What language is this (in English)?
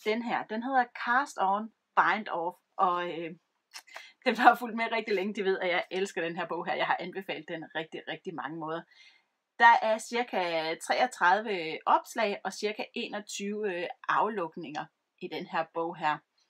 Danish